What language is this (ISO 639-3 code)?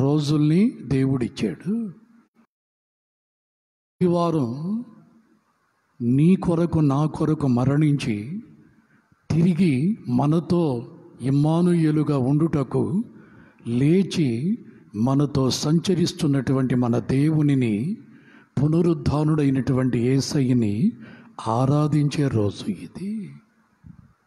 tel